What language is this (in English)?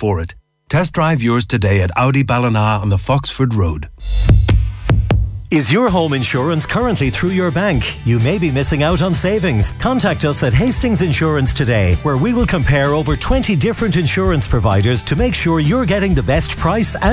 English